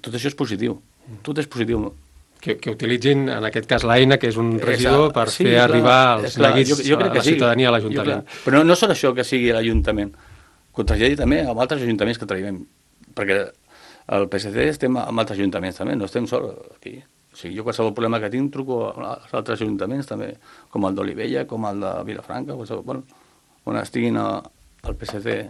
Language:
Catalan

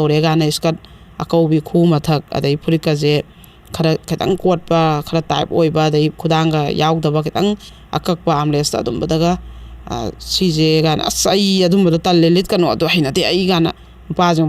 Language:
Manipuri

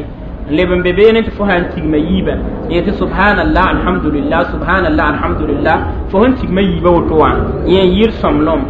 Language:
Mossi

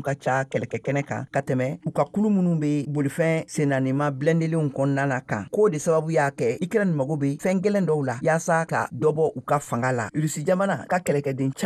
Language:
Bambara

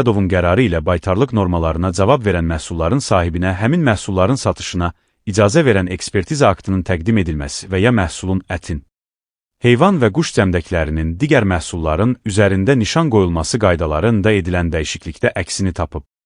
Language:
Azerbaijani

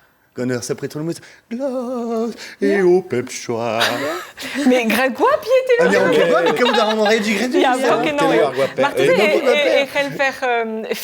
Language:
Breton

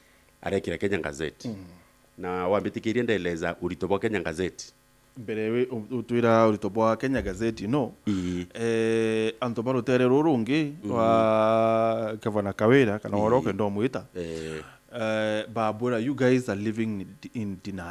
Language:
Meru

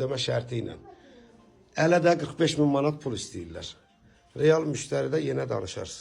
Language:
Azerbaijani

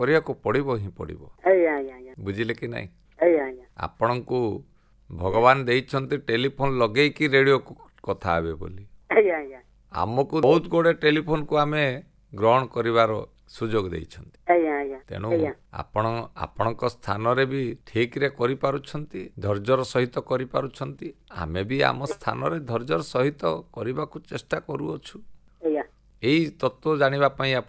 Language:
Odia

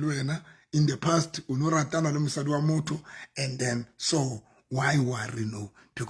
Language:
Southern Sotho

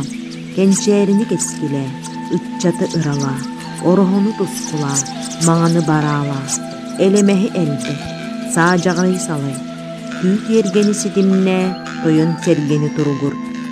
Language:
Yakut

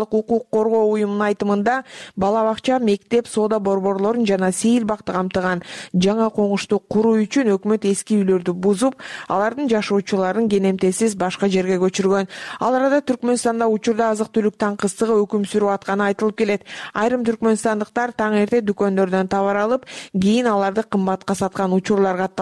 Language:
Kyrgyz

